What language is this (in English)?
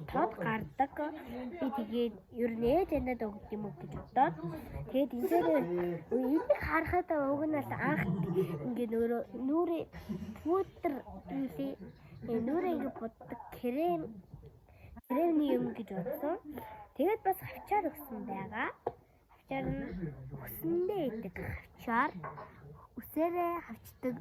Mongolian